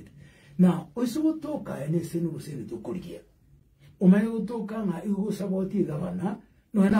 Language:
Gusii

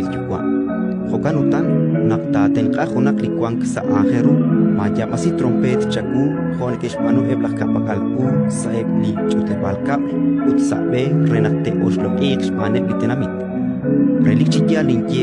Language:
Kekchí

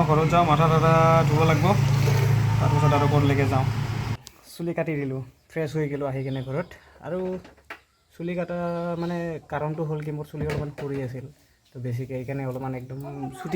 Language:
Assamese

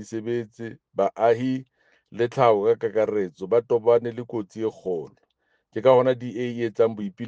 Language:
Southern Sotho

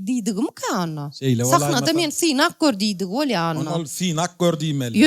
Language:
Turkmen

